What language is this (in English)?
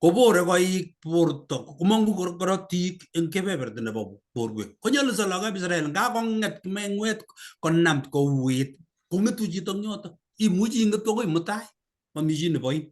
Kalenjin